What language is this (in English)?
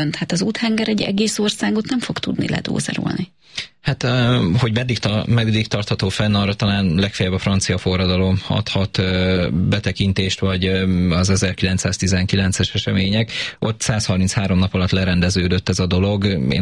Hungarian